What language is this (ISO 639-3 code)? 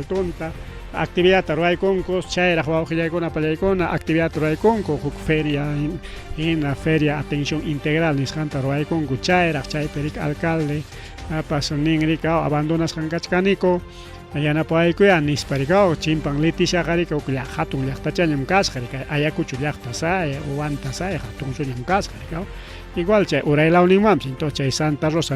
quy